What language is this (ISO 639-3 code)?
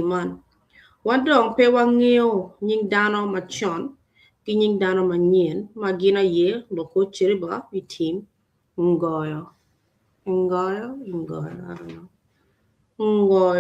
ach